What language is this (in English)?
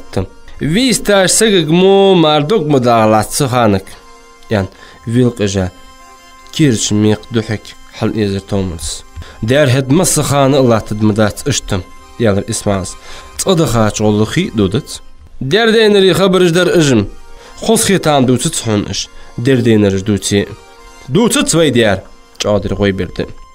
Ingush